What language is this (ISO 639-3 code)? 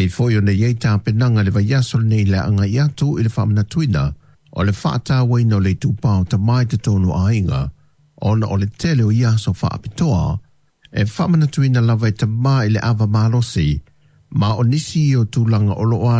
smo